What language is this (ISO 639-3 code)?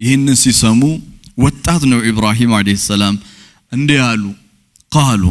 amh